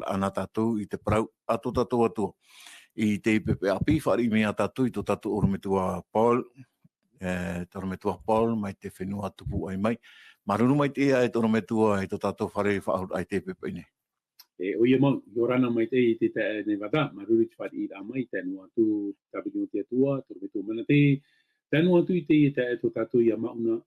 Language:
Tahitian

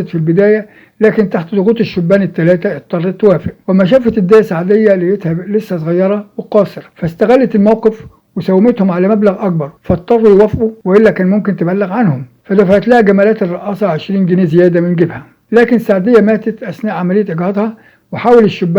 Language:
Egyptian Arabic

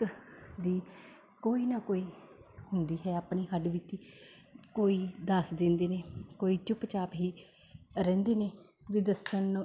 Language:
Punjabi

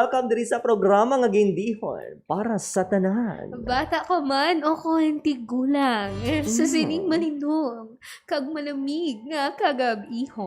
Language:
Hiligaynon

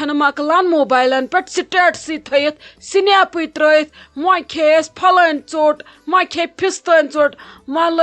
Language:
Kashmiri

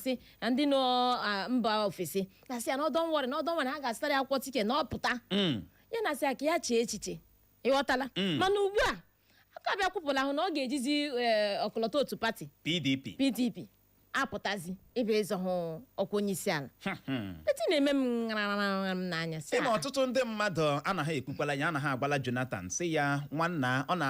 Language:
Igbo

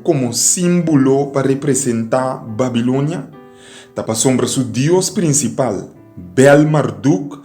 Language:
Papiamento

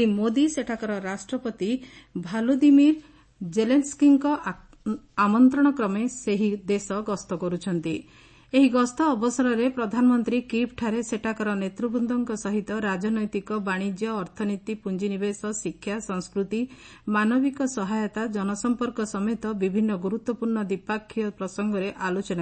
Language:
Odia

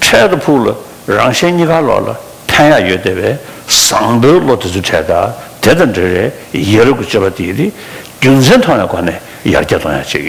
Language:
Tibetan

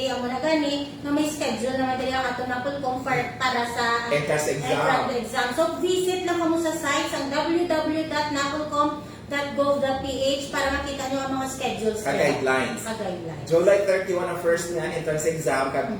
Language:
Hiligaynon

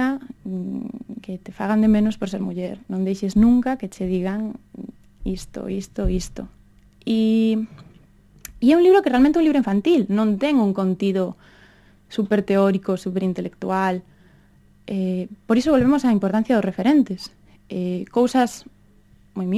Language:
Galician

